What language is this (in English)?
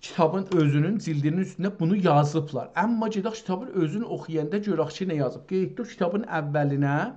South Azerbaijani